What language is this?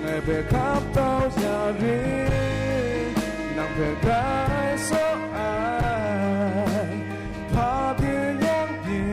Kachin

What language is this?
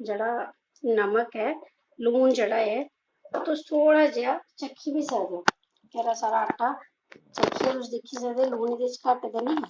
Dogri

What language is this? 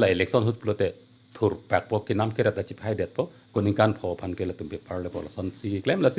Karbi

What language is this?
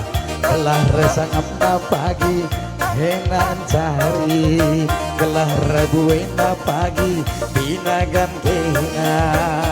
Batak Karo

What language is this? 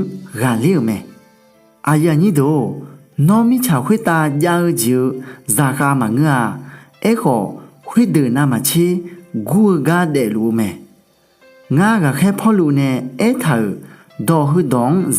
Akha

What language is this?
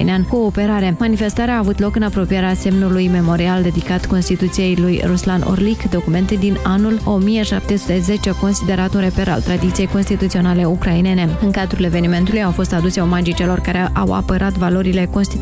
Romanian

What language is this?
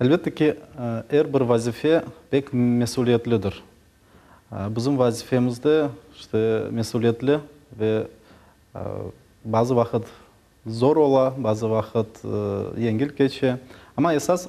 Crimean Tatar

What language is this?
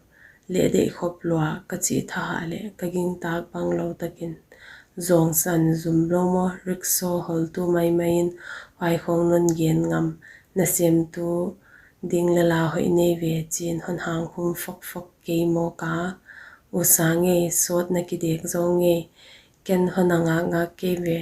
Paite Chin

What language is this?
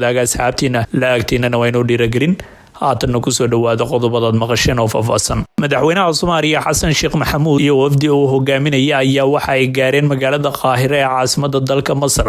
Somali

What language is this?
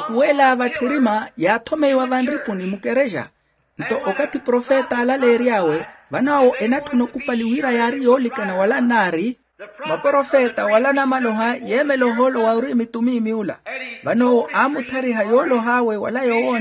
Makhuwa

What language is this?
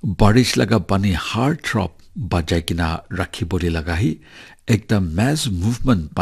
Naga Pidgin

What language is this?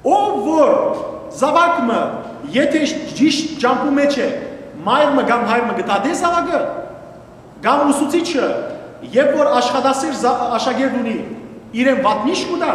Western Armenian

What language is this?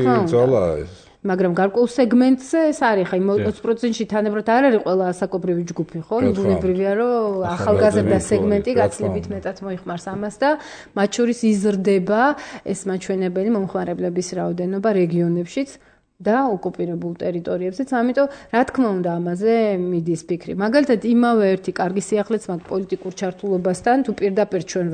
Georgian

